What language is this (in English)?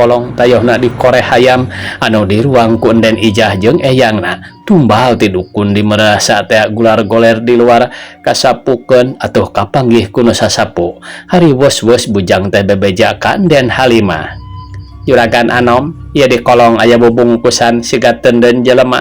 Sundanese